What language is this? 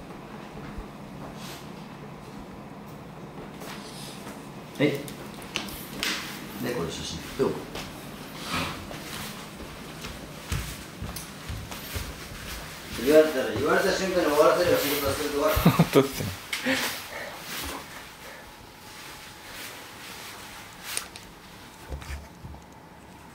Japanese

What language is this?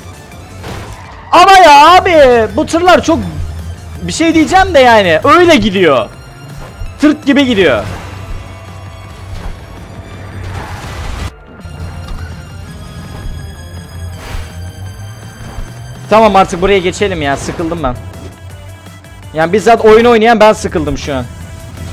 Turkish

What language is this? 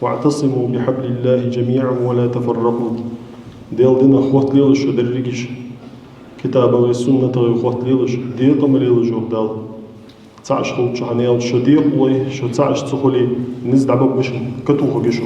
Ingush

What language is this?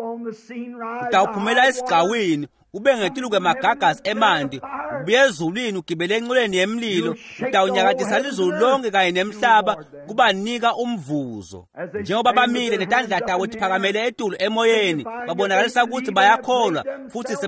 Swati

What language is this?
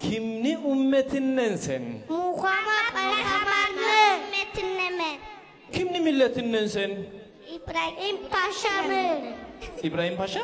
Kumyk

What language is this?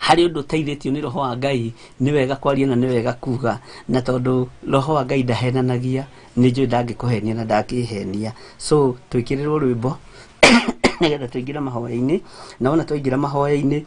Kikuyu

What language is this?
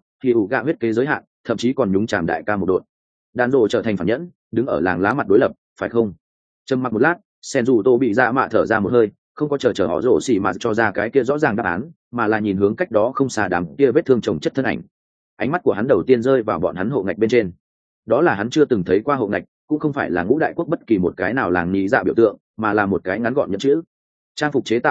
Vietnamese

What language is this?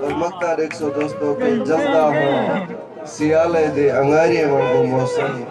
Saraiki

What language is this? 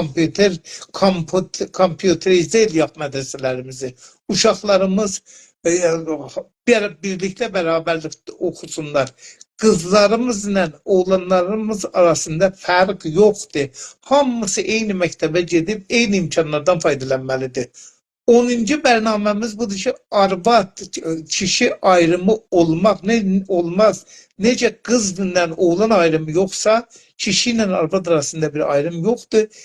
South Azerbaijani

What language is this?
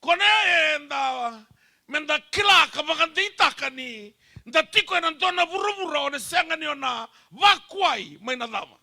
Fijian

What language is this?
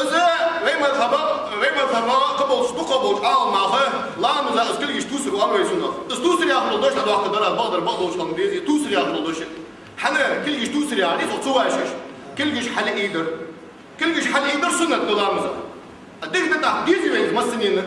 Ingush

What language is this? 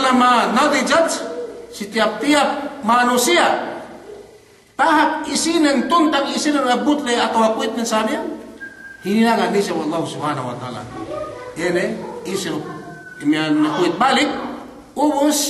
Yakan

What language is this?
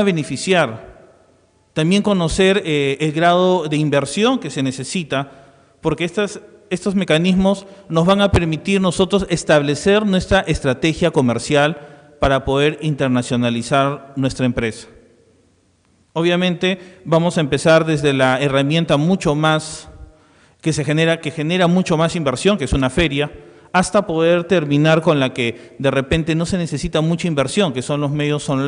Spanish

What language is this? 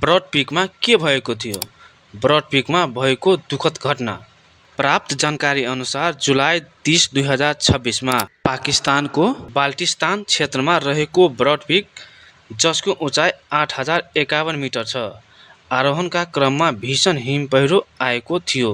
Nepali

